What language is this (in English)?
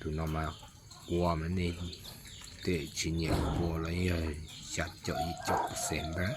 Hmong